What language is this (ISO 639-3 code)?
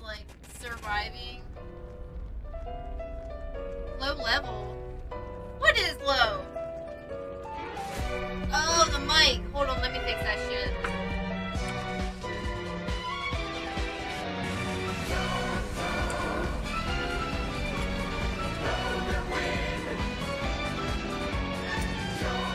eng